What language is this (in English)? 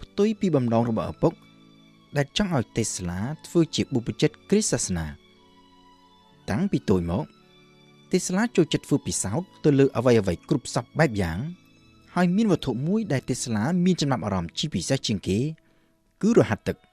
Khmer